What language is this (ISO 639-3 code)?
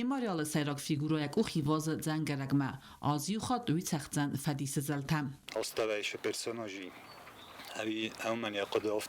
oss